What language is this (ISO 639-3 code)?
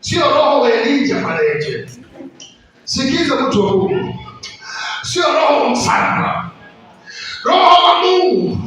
swa